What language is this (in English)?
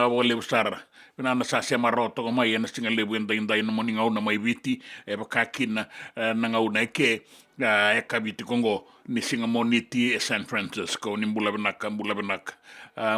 Fijian